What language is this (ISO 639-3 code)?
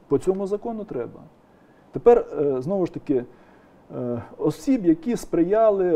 ukr